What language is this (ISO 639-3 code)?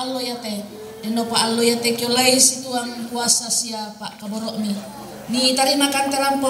sda